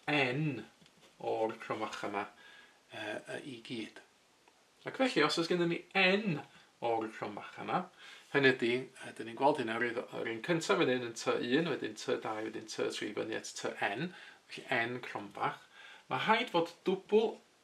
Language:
Welsh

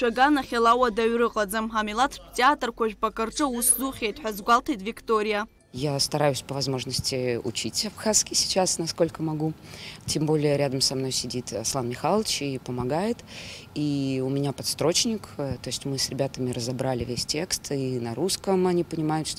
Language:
Abkhazian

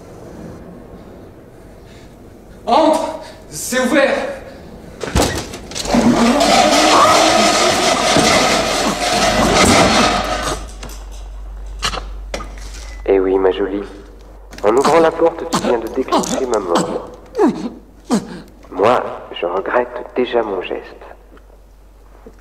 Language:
French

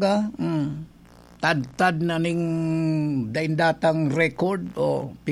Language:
Bikol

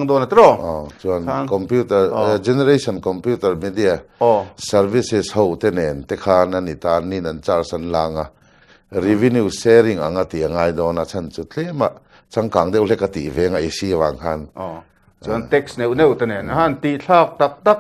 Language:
Mizo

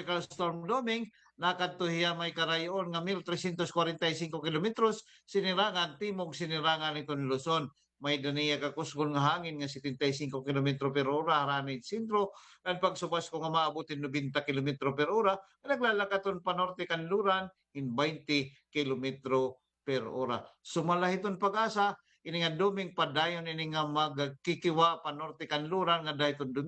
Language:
Waray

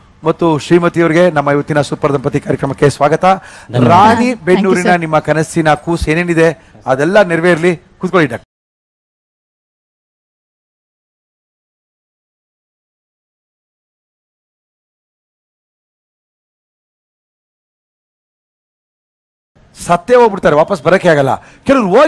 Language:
Kannada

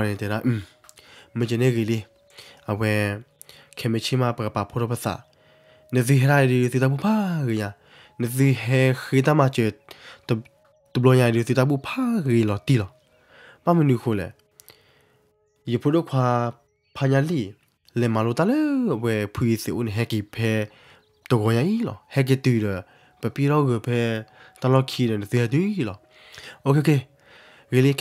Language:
S'gaw Karen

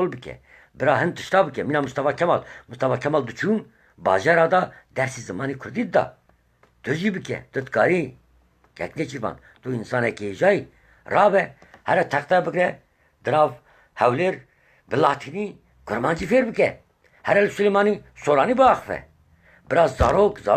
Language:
Kurdish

